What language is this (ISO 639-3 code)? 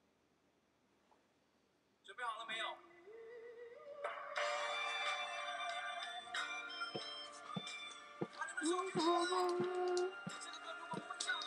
zho